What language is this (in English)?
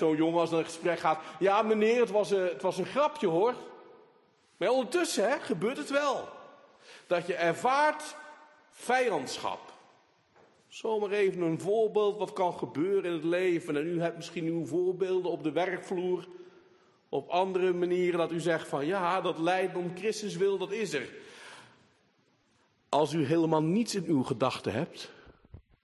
Dutch